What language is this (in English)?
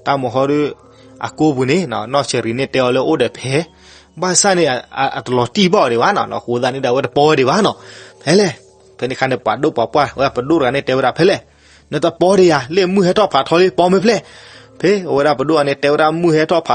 S'gaw Karen